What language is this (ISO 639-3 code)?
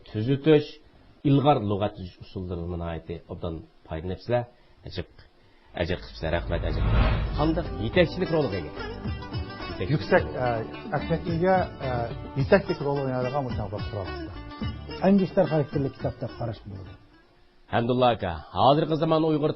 uig